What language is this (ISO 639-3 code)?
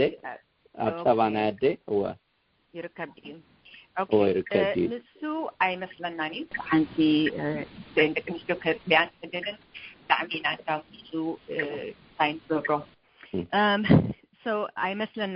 tir